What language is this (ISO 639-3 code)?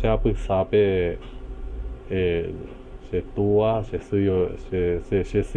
grn